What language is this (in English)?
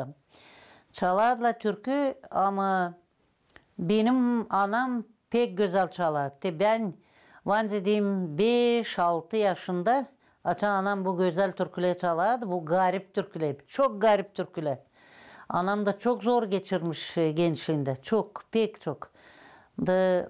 Gagauz